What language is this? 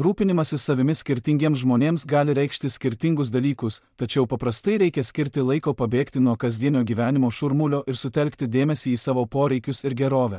Lithuanian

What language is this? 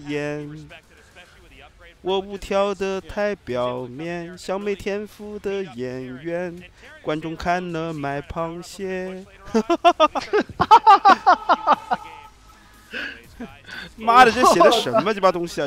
Chinese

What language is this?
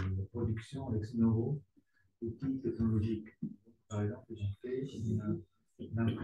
French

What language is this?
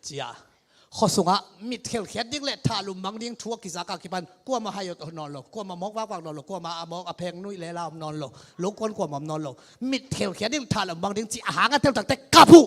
Tedim Chin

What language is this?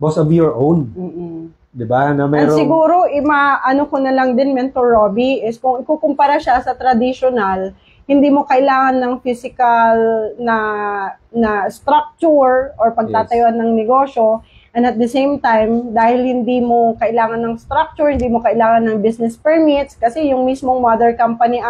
Filipino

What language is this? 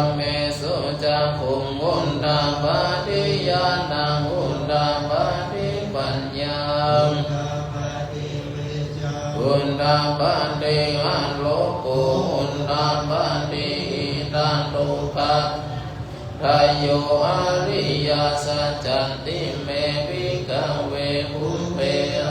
Pali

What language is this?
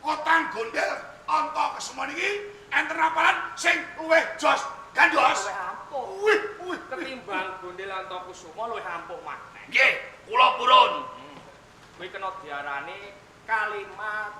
Javanese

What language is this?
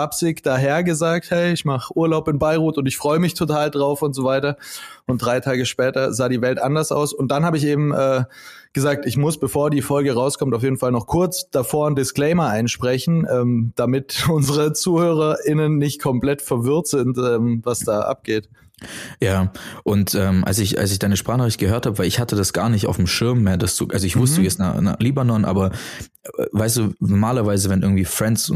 German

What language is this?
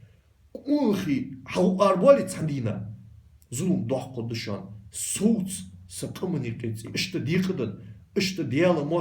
Ingush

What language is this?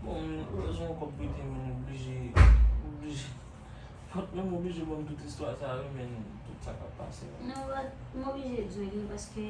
Haitian Creole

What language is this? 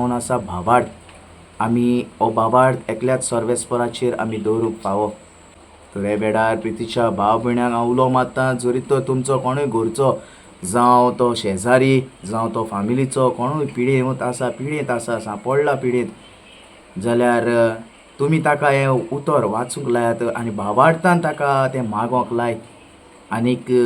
Konkani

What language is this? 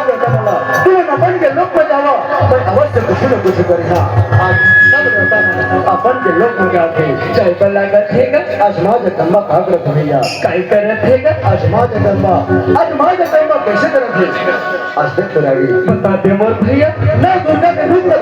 Chhattisgarhi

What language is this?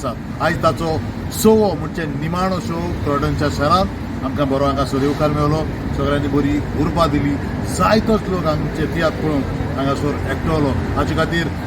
Konkani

